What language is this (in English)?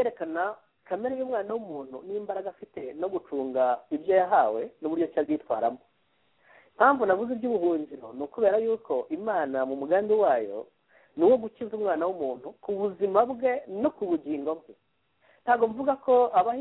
Kinyarwanda